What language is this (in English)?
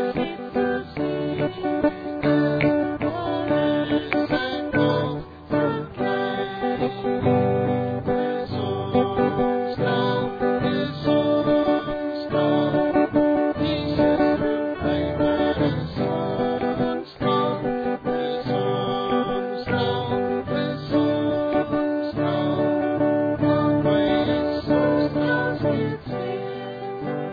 Afrikaans